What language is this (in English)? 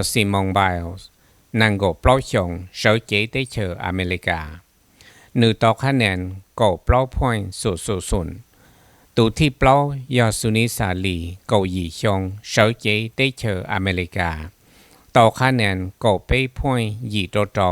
Hmong